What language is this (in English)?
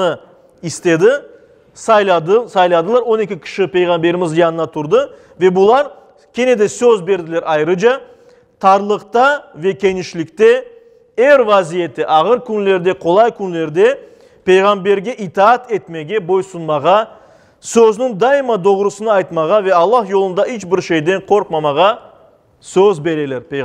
Crimean Tatar